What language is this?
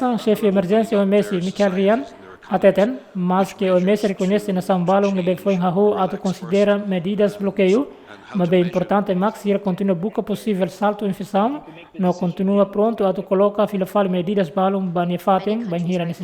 Tetum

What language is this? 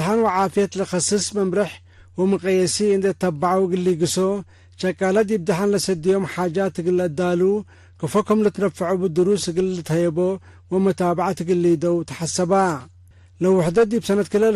Tigre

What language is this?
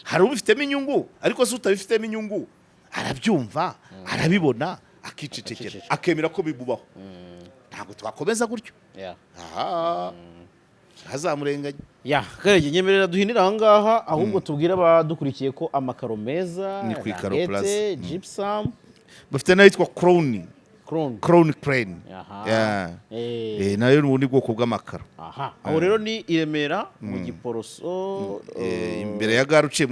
Kinyarwanda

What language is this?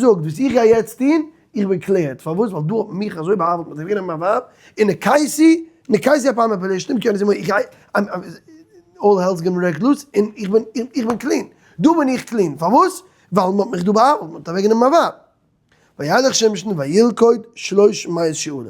Yiddish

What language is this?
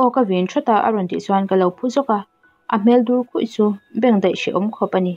Mizo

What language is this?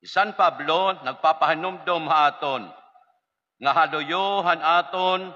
Waray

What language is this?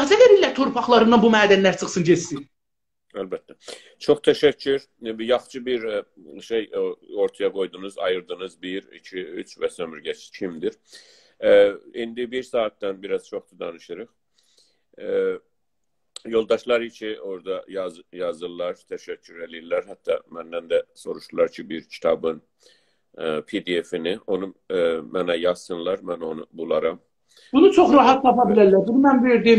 South Azerbaijani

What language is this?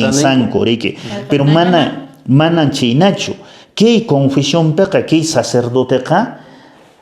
Quechua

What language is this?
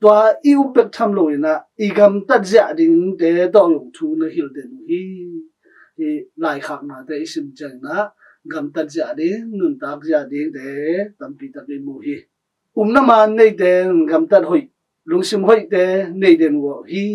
Tedim Chin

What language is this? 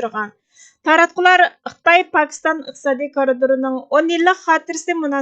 Uyghur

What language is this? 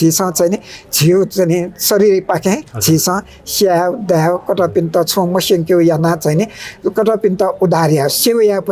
Newari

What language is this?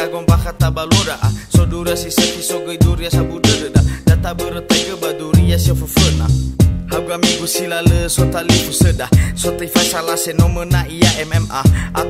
Nias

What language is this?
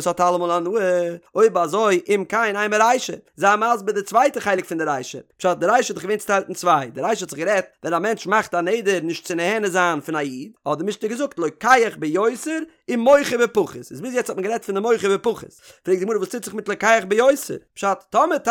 Yiddish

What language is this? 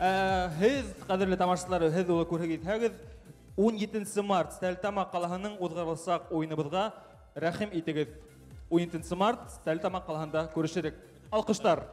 Bashkir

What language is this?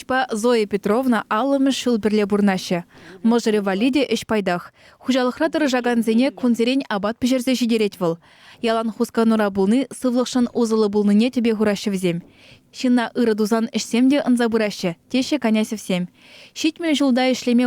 Chuvash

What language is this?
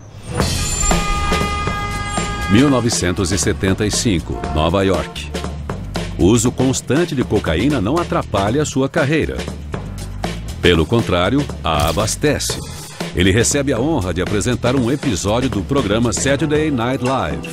Portuguese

